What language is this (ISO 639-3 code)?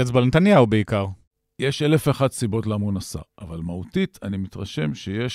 heb